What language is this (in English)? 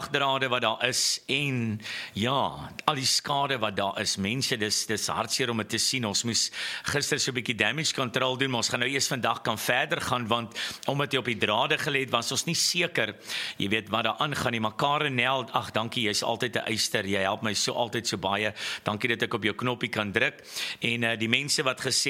Afrikaans